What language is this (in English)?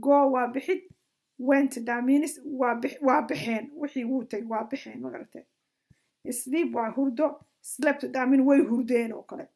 Somali